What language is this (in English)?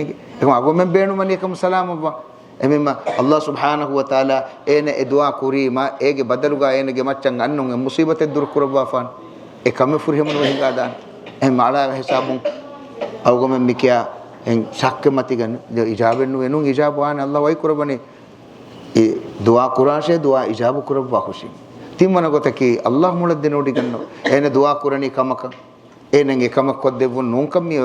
Divehi